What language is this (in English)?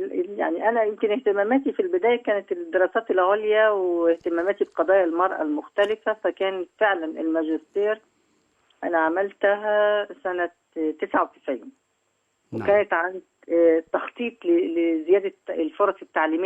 Egyptian Arabic